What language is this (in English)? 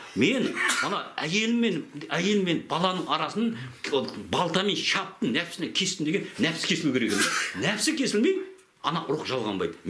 Kazakh